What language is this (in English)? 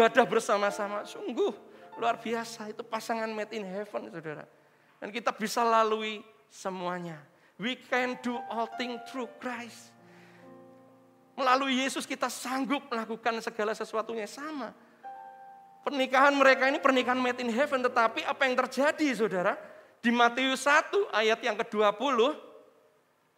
Indonesian